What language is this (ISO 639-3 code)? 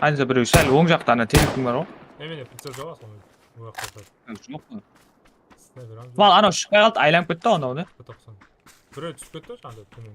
kaa